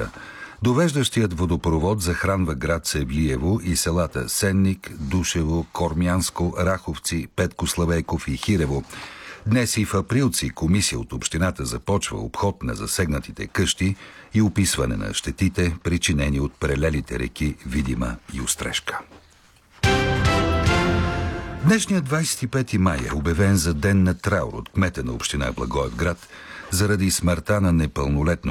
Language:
Bulgarian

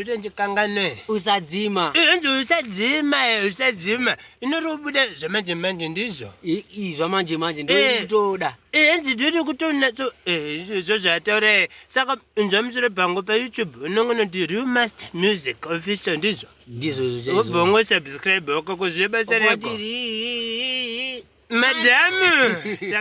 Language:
Shona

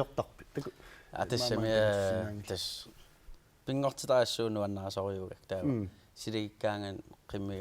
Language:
Kalaallisut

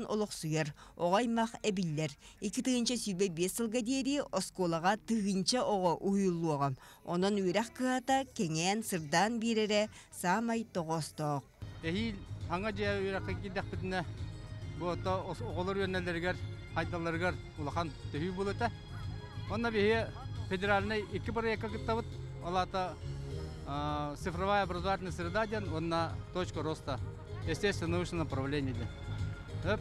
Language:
Yakut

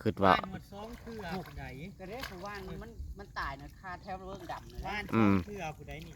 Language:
Northeastern Thai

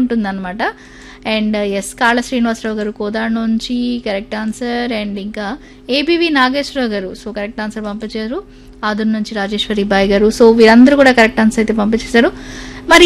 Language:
Telugu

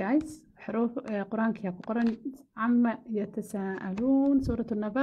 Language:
Somali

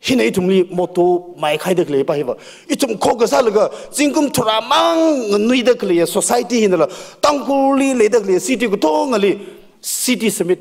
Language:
Tangkhul Naga (India)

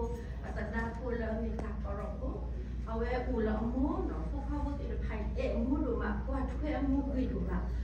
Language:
S'gaw Karen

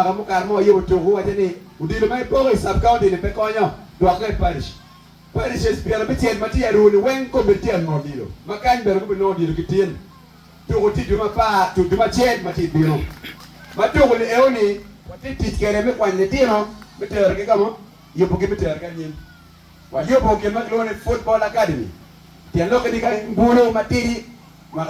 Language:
Acoli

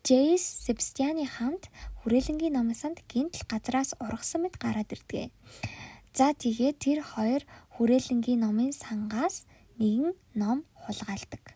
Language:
Mongolian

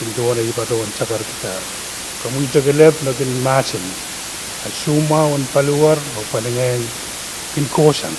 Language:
Pohnpeian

